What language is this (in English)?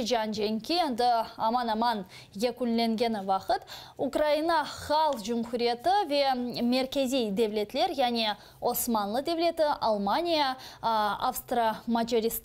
Crimean Tatar